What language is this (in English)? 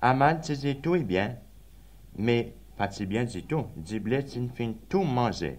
Seselwa Creole French